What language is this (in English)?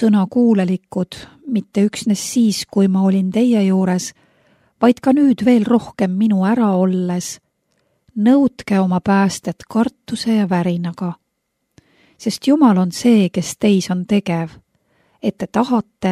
Estonian